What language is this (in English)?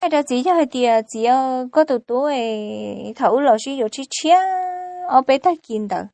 Hmong